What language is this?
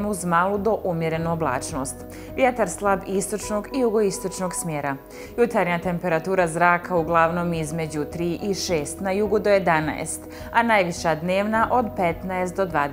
Bosnian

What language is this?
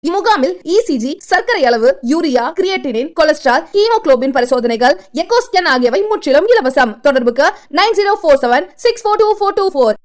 Tamil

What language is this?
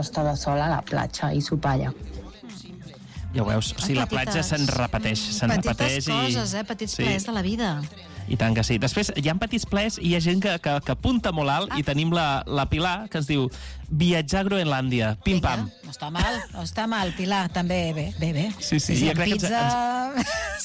Catalan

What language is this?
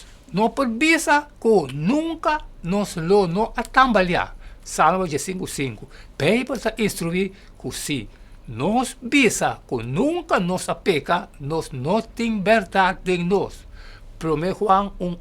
Papiamento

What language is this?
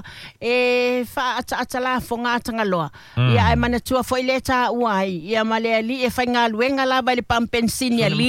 Samoan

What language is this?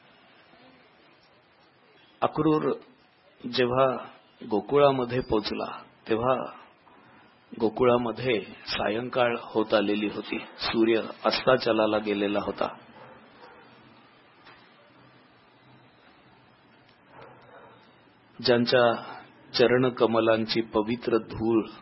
Marathi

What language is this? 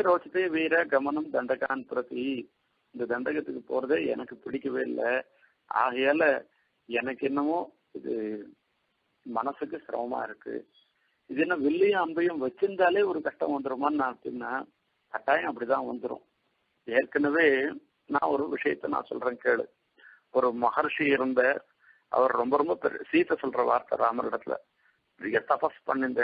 Tamil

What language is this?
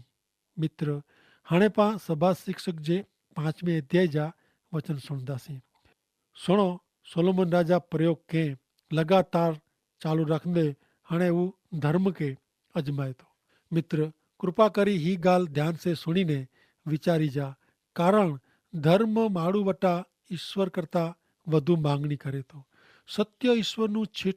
Kachhi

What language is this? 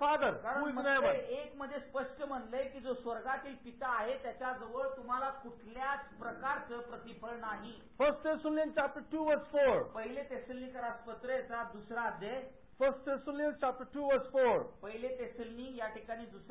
Marathi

